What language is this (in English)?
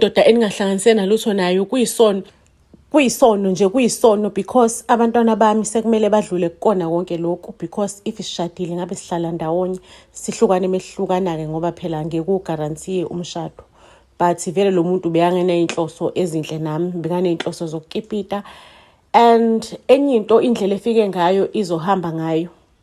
Zulu